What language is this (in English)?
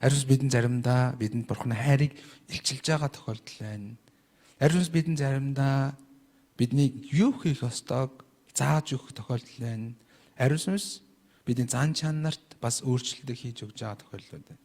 Mongolian